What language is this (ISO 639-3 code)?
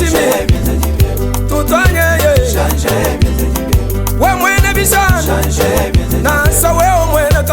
lua